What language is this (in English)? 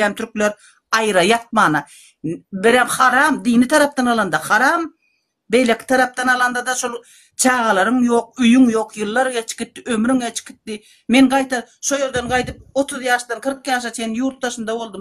Turkmen